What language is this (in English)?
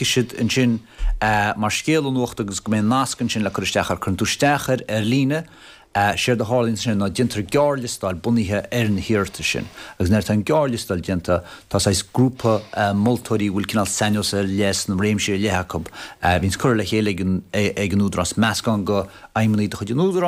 Irish